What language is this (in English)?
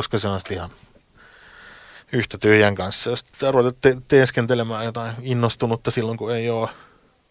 Finnish